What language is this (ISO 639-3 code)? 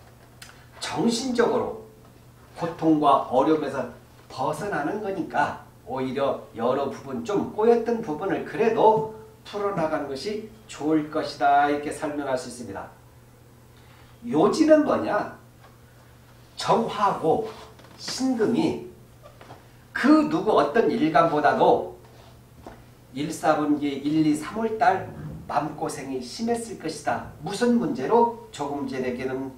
kor